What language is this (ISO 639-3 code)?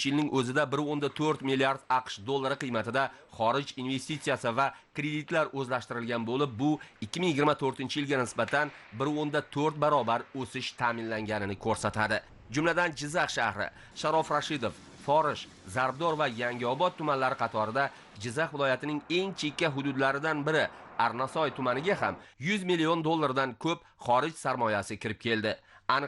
uzb